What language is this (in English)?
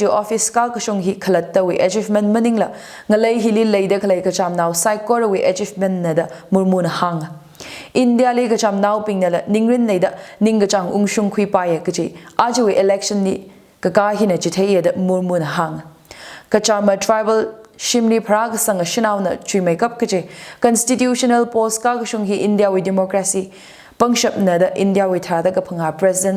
Tangkhul Naga (India)